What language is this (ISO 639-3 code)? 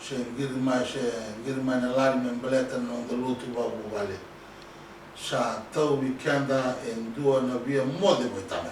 fij